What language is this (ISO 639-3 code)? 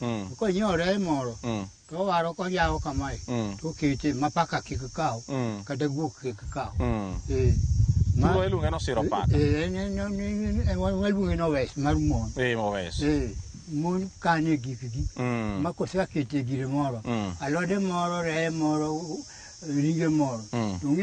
luo